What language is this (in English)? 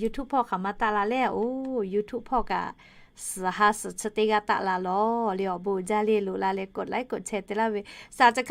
Lahu